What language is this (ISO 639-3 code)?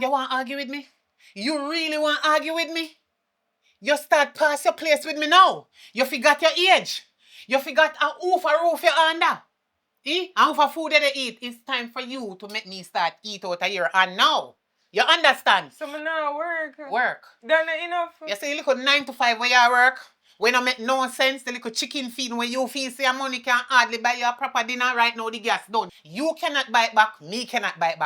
jam